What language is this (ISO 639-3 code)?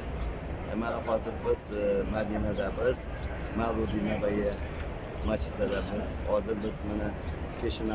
uzb